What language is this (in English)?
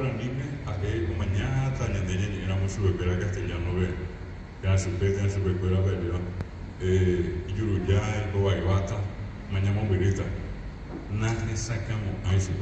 Guarani